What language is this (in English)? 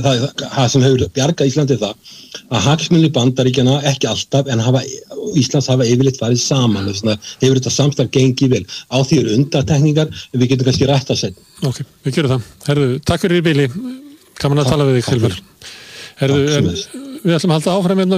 Icelandic